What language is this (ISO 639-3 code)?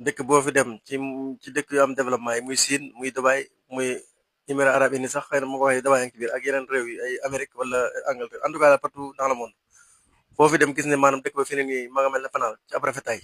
wol